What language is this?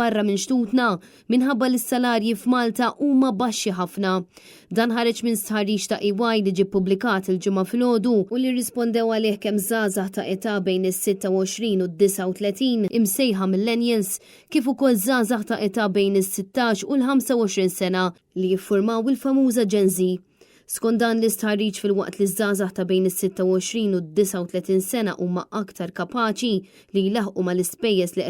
Maltese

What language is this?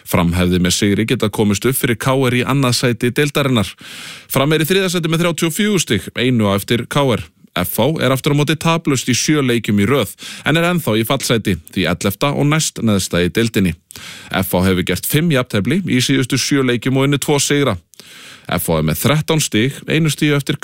Icelandic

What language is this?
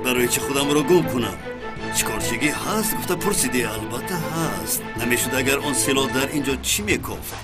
Tajik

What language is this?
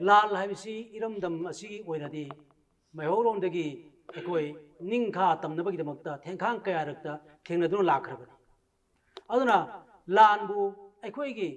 Manipuri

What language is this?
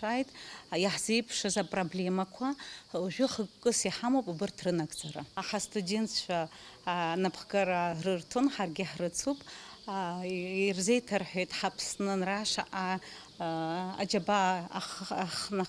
Abkhazian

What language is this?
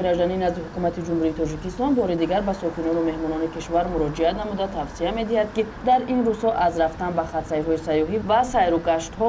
Tajik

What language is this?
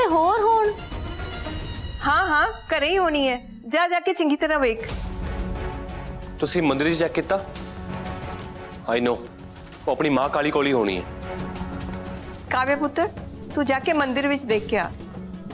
Punjabi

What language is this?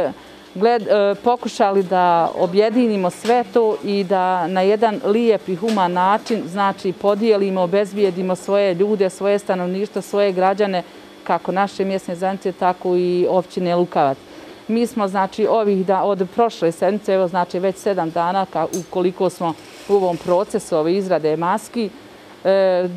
Bosnian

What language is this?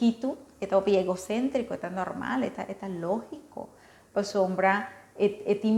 Papiamento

